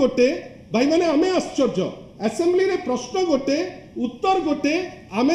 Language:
Odia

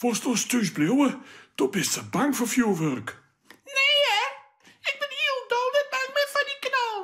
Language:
Western Frisian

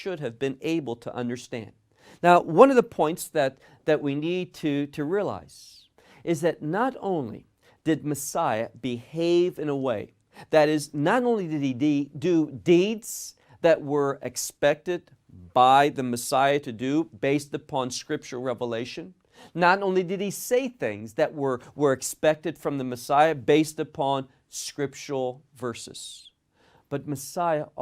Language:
English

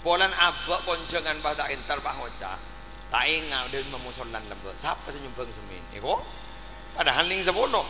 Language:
Madurese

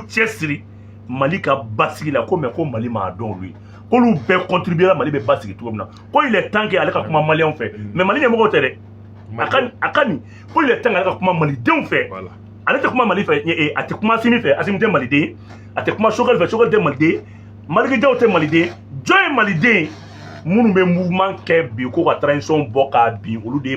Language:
Bambara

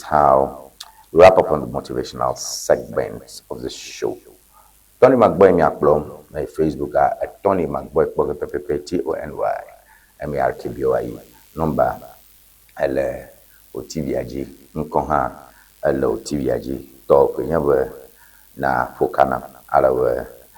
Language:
Ewe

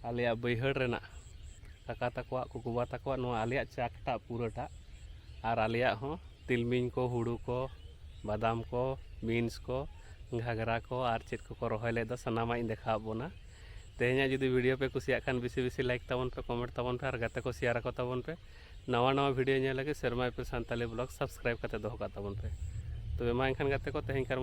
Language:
Santali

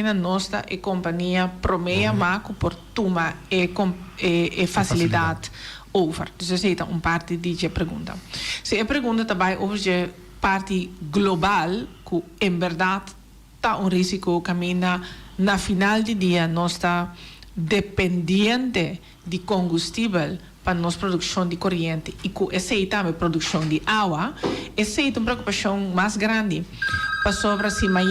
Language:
Papiamento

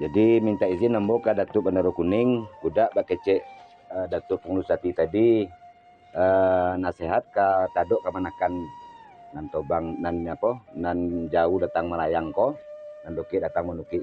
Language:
Minangkabau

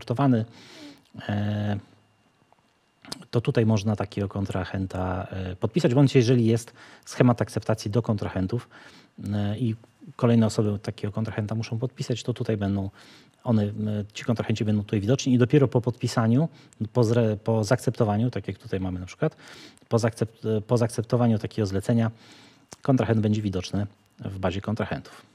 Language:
Polish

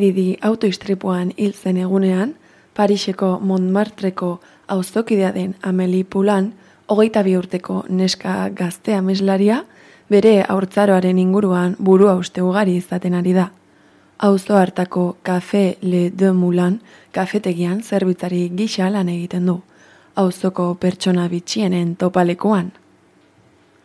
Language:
Basque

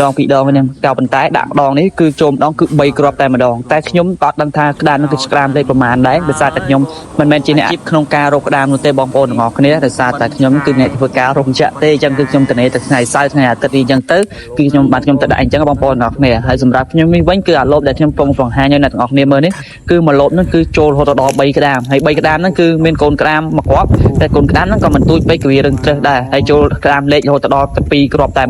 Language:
Khmer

